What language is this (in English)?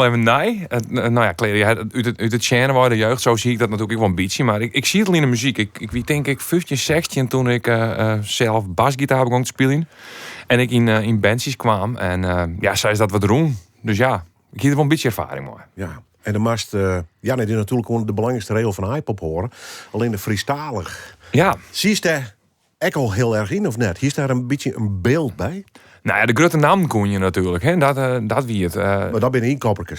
Western Frisian